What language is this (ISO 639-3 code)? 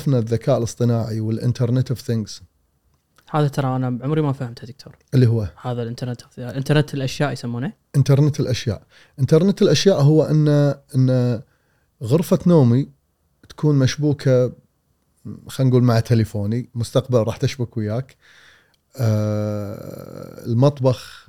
afb